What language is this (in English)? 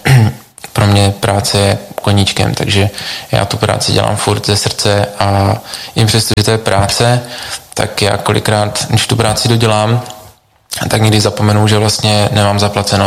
Czech